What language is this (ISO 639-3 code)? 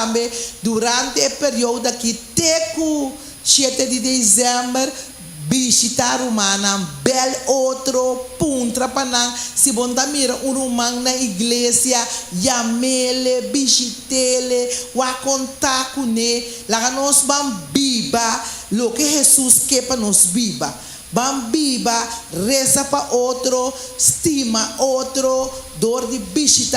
pap